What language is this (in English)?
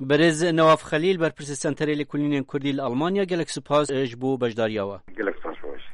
Kurdish